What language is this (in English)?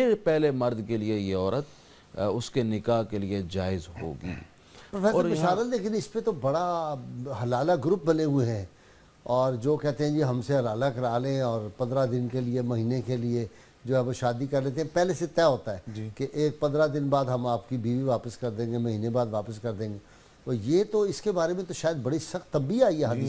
Urdu